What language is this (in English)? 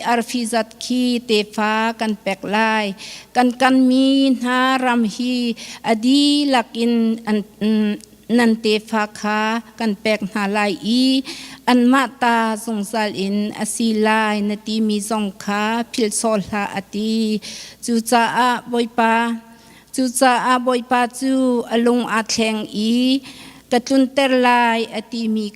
Hakha Chin